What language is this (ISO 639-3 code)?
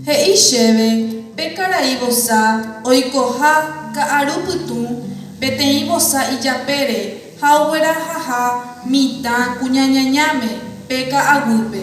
grn